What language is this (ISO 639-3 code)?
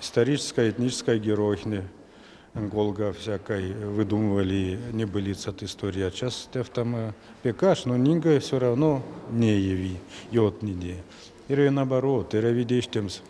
myv